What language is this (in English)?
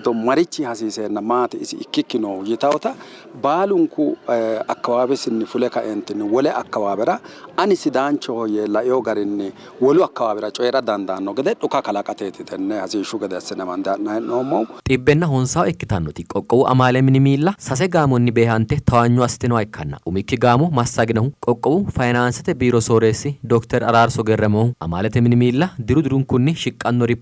Sidamo